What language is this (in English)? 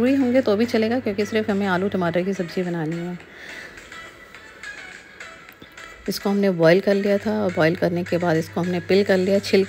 Hindi